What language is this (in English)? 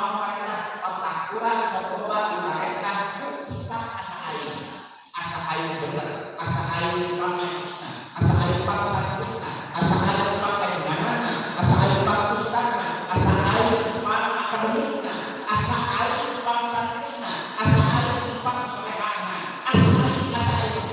Sundanese